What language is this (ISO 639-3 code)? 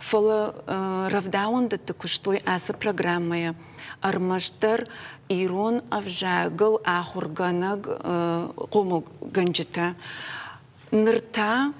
oss